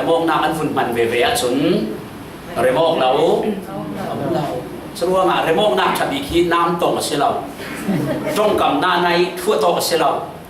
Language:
Falam Chin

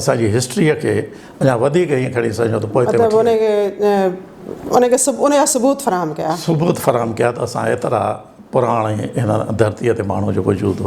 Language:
Sindhi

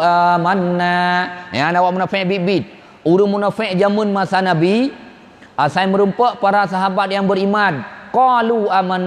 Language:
Achinese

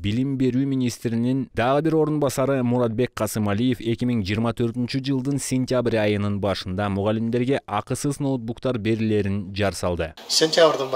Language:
Kyrgyz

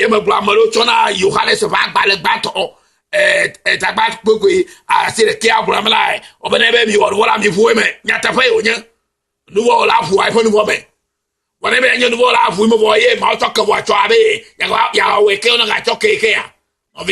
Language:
Ewe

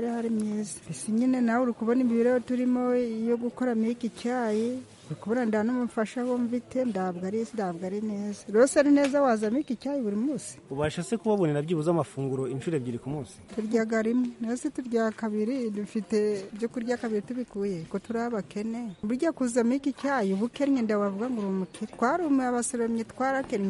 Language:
Kinyarwanda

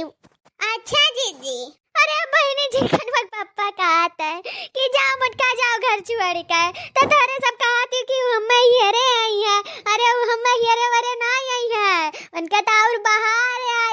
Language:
Awadhi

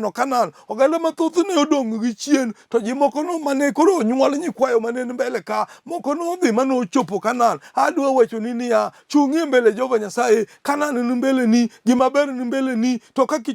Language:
Luo (Kenya and Tanzania)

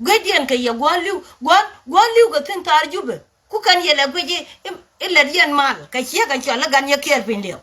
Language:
Nuer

